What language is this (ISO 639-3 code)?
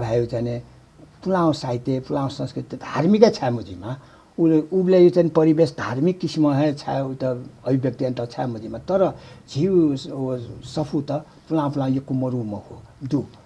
new